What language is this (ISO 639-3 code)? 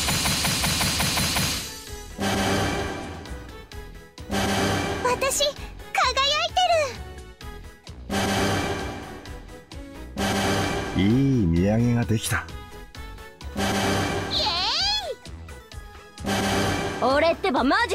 jpn